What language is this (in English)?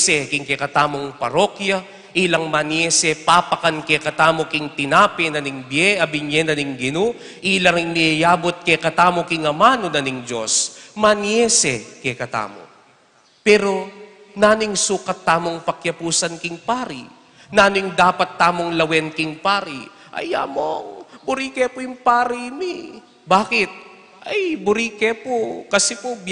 Pampanga